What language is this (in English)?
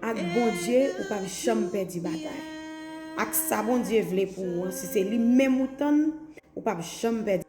Haitian Creole